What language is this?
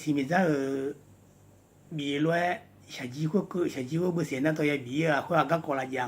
Akha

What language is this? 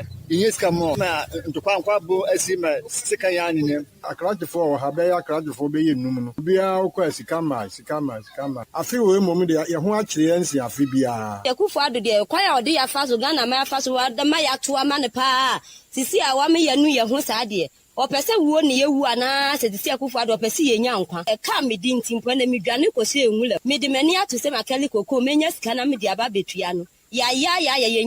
Akan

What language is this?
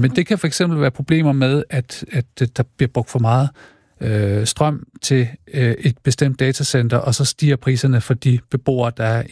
Danish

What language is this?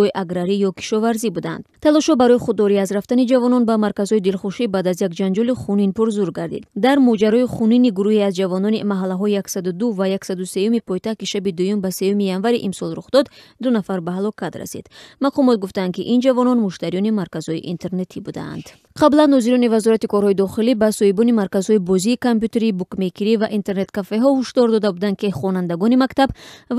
Tajik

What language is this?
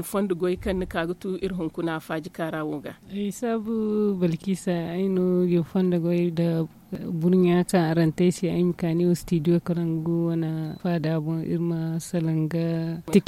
Zarma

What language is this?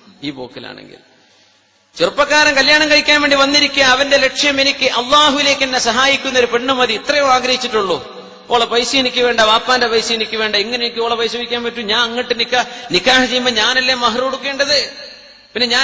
Malayalam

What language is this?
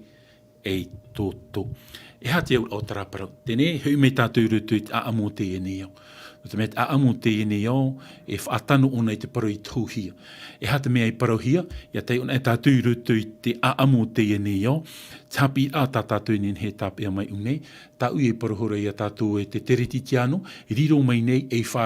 Tahitian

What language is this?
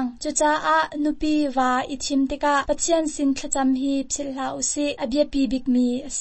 Hakha Chin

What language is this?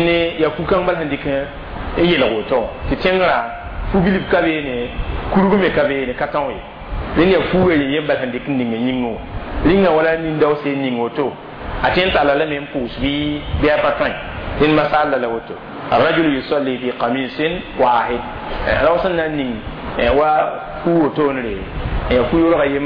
Mossi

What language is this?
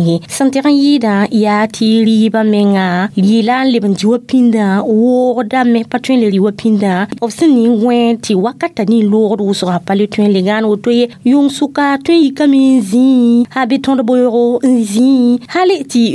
Mossi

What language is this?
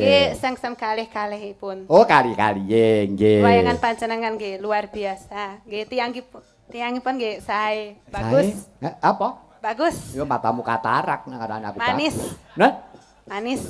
Javanese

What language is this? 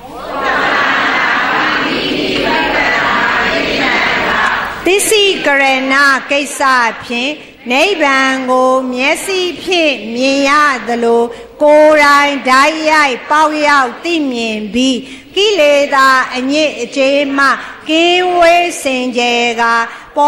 Burmese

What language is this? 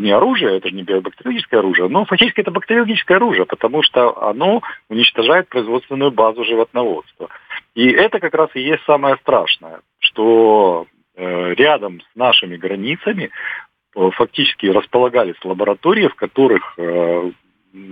Russian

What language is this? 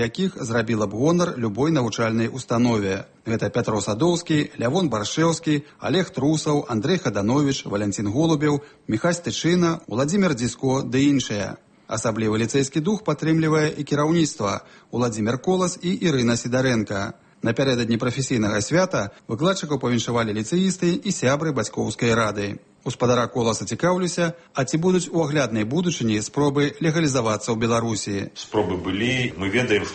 Belarusian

